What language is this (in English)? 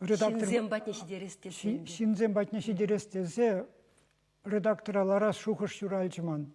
Chuvash